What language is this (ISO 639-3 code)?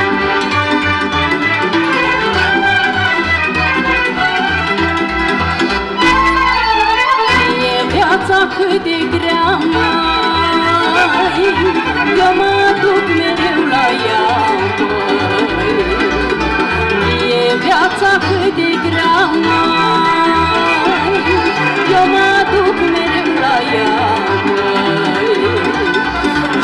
ron